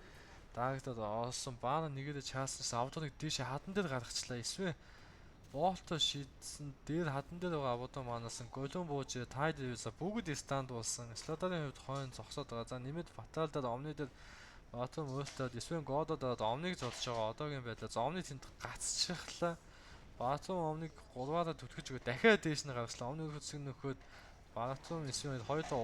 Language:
Mongolian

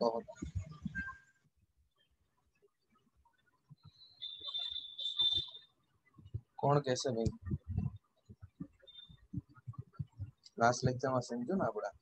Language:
Gujarati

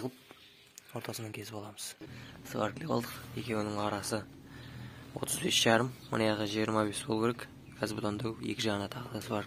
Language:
Kazakh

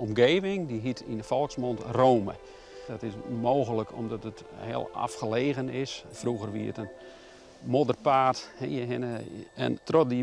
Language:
Western Frisian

